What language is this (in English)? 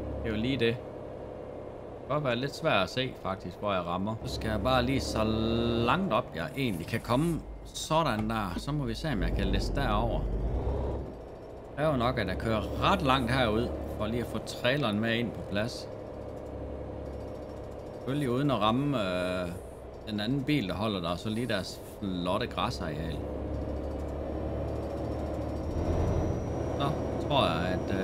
Danish